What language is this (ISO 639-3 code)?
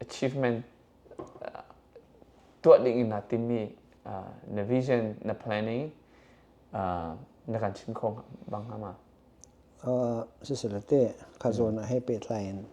cnh